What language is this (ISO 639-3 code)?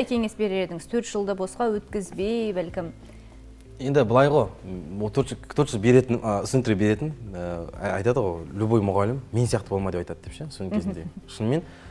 kaz